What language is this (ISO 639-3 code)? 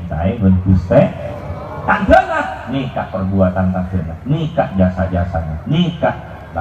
mad